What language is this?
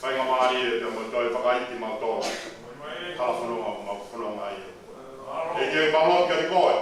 Tongan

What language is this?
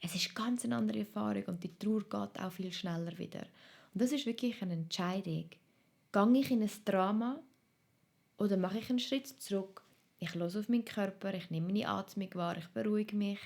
Swiss German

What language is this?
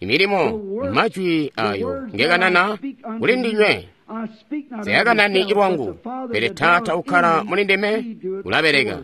Tonga (Zambia)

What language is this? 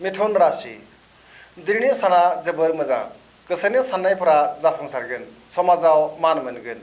Bodo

